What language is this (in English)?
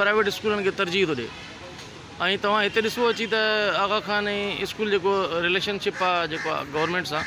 Sindhi